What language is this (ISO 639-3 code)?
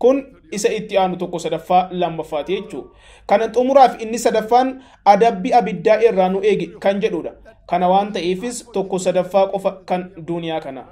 orm